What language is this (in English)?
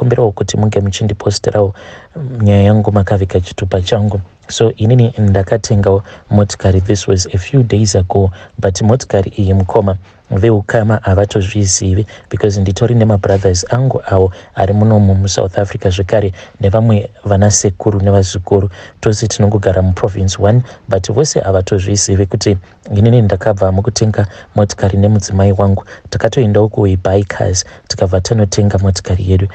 Shona